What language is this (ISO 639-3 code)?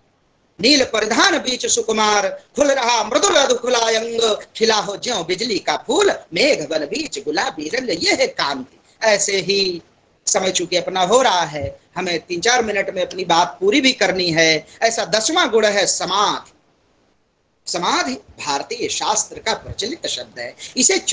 hin